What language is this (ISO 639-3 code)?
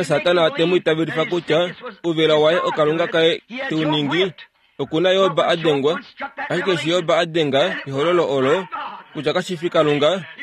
kua